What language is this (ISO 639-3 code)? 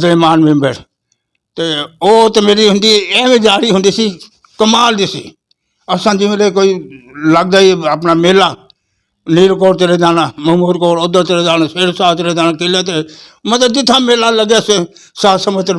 lah